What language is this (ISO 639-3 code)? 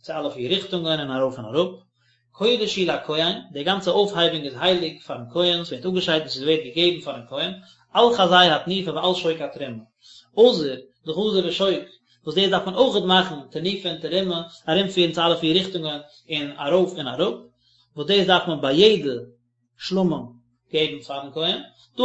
yid